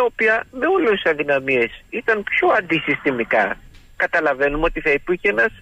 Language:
Greek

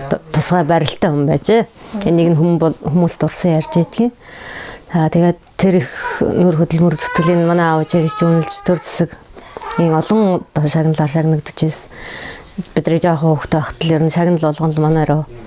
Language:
Mongolian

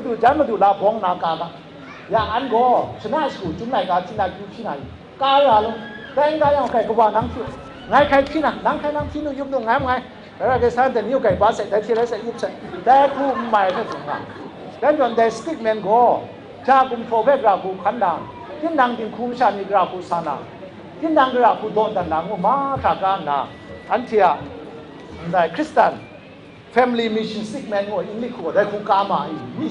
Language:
Kachin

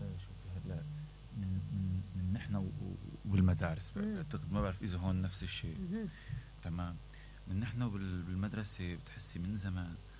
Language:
Mesopotamian Arabic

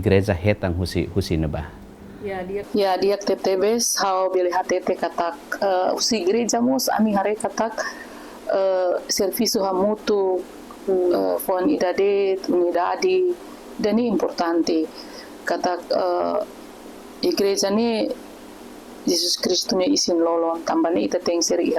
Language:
Tetum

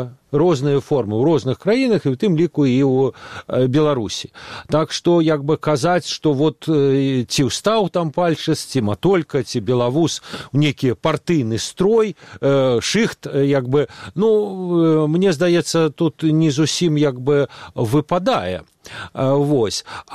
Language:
Belarusian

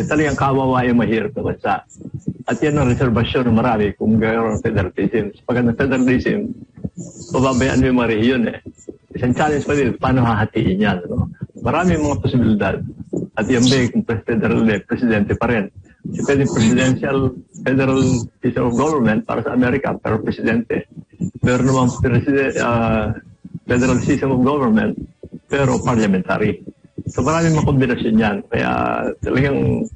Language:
Filipino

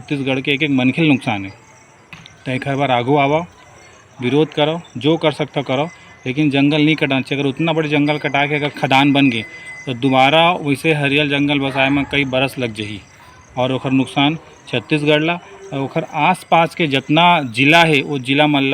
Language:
Chhattisgarhi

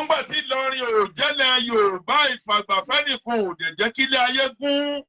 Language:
Yoruba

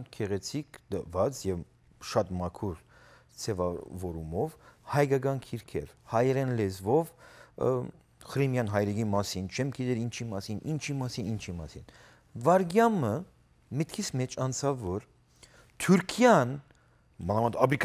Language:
Western Armenian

